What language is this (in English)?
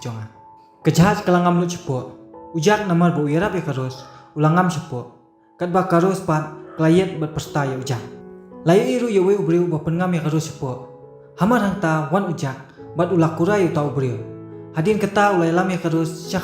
Khasi